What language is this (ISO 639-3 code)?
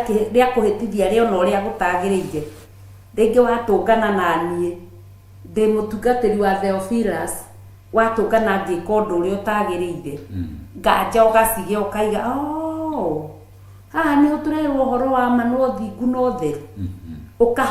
kik